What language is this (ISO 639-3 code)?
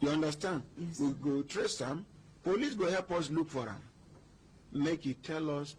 pcm